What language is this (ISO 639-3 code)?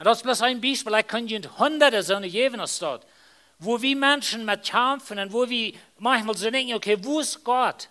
pdt